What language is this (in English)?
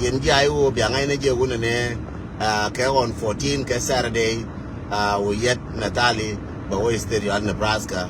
Nuer